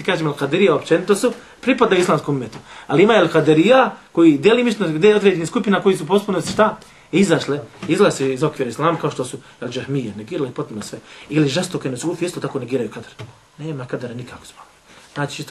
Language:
Bosnian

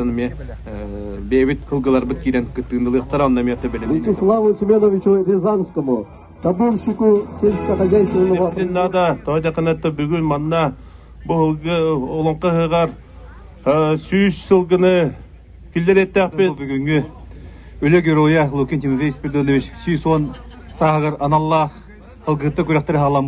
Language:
Yakut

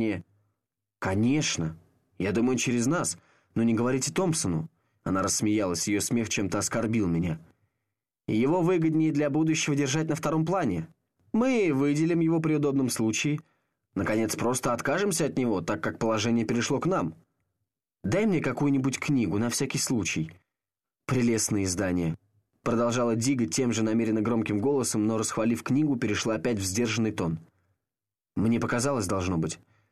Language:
Russian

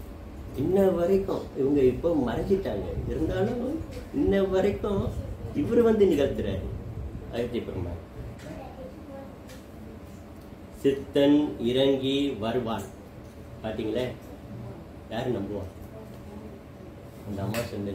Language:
Tamil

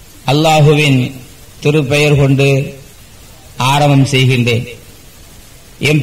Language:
Tamil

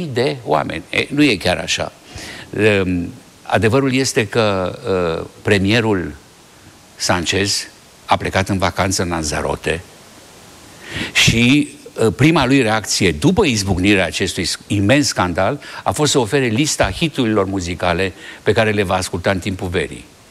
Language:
Romanian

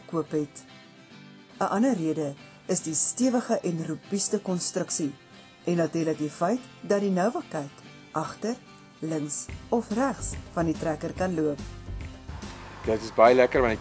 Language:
Afrikaans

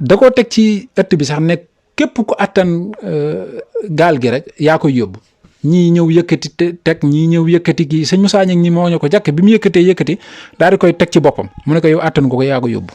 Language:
Wolof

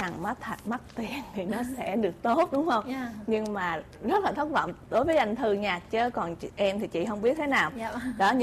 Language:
Vietnamese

